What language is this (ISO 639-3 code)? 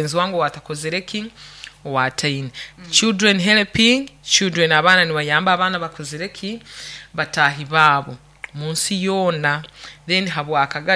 nyo